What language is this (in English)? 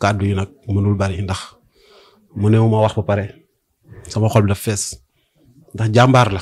Wolof